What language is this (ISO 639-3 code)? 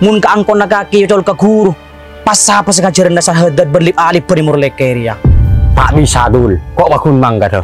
mad